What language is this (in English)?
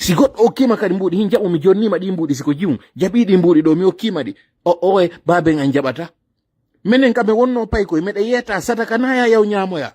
Pular